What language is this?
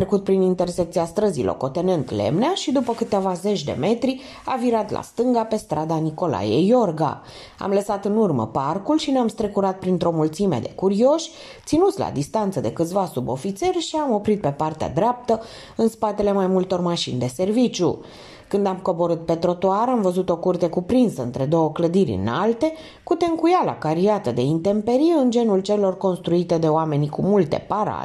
Romanian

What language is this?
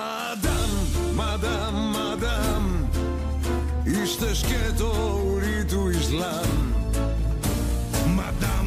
Greek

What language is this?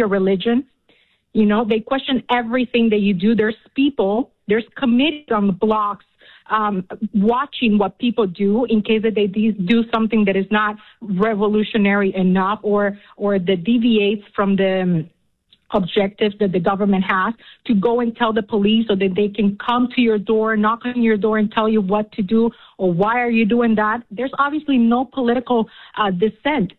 English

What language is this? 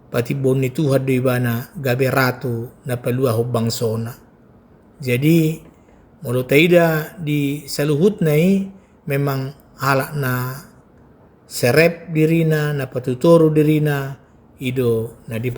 Batak Toba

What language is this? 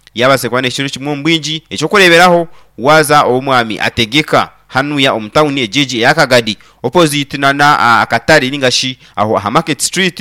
Nyankole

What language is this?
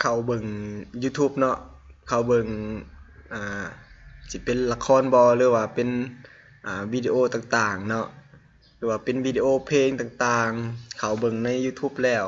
Lao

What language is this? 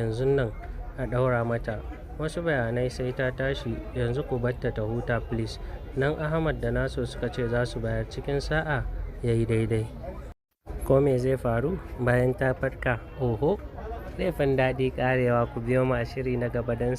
Hausa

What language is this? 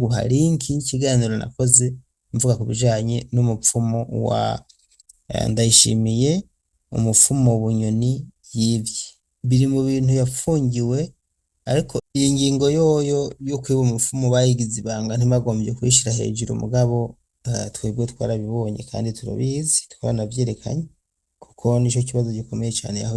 Rundi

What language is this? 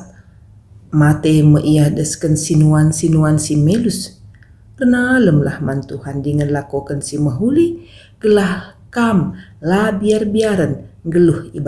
Batak Karo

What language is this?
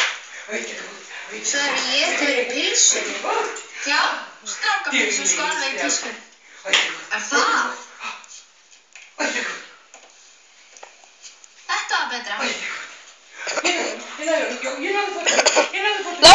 Icelandic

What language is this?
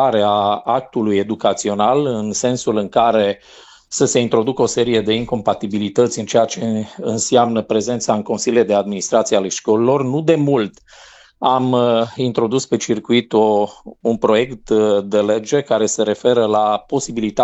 Romanian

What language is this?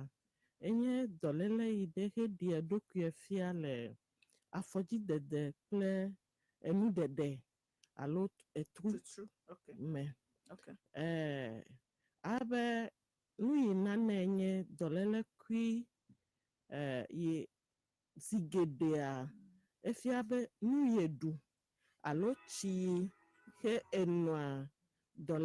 Ewe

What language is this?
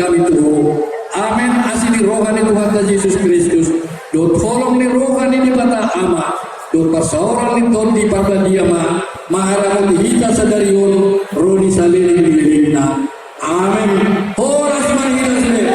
Batak Toba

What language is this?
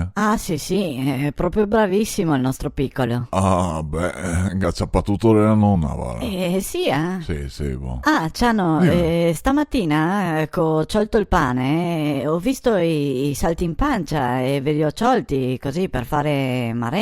Venetian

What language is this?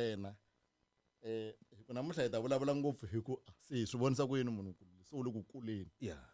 Tsonga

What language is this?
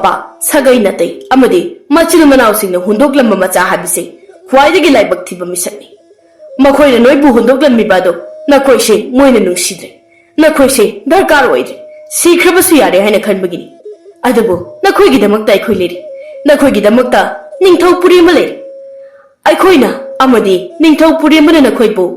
Manipuri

